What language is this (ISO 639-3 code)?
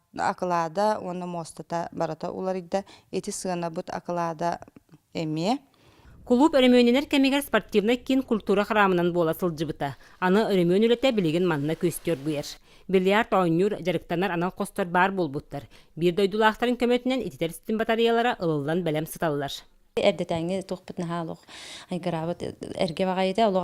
sah